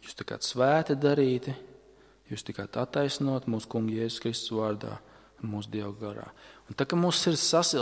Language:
Latvian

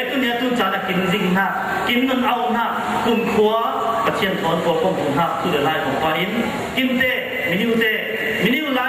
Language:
Falam Chin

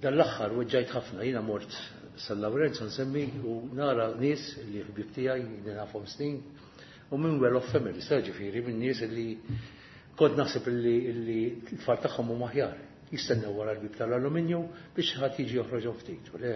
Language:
Maltese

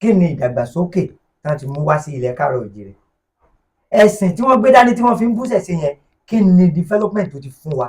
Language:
Yoruba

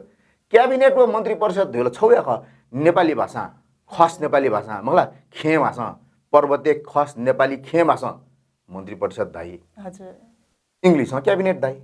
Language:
Newari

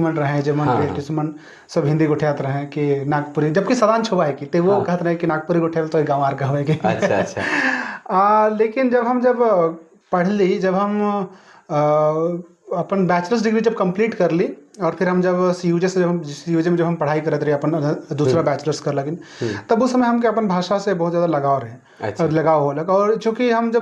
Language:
Sadri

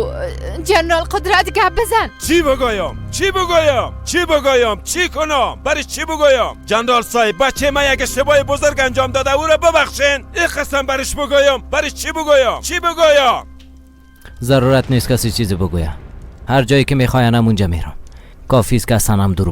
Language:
Persian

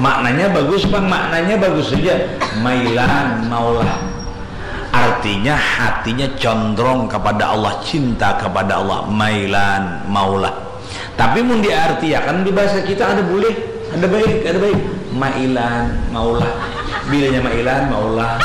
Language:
Banjar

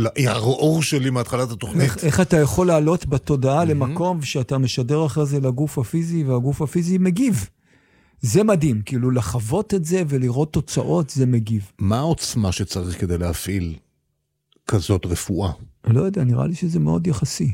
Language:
Hebrew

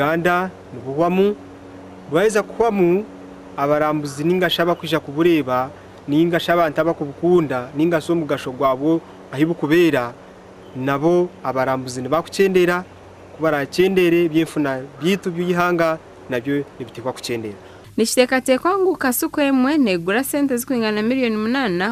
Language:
Nyankole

